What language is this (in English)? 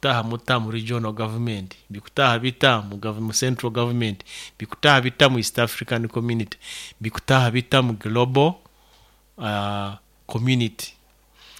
Nyoro